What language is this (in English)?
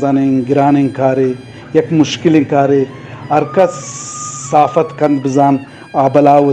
Eastern Balochi